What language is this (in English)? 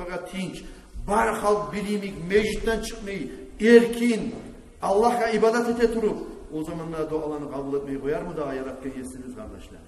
Kumyk